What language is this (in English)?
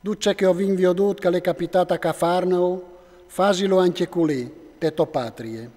Friulian